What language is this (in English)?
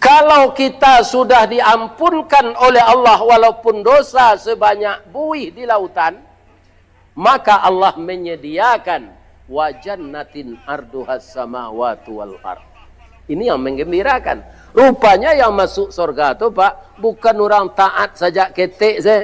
Minangkabau